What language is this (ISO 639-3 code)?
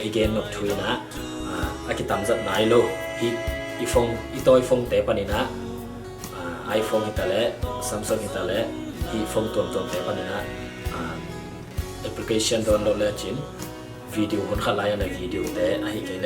ctd